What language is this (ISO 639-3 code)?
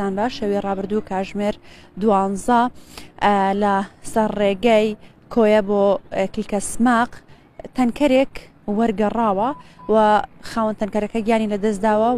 ckb